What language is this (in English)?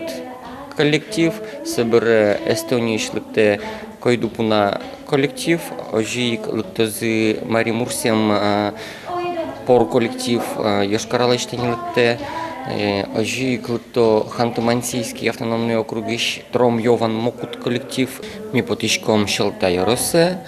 Udmurt